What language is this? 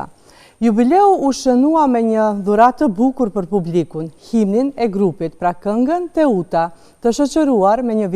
Albanian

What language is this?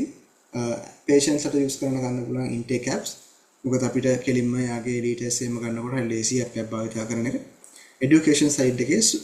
Sinhala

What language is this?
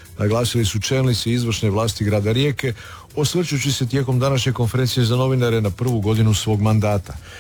Croatian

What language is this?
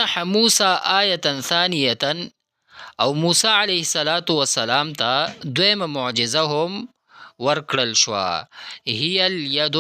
Pashto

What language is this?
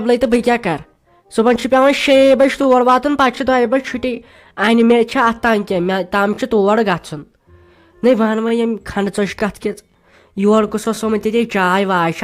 Kashmiri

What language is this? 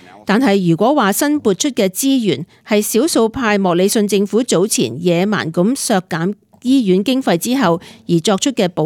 Cantonese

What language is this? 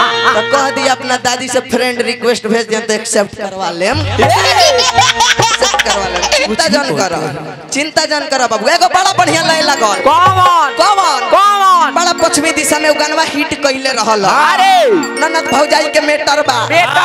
Bhojpuri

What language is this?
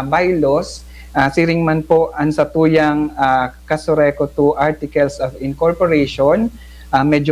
Bikol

